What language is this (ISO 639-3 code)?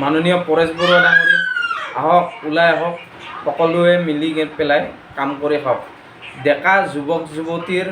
asm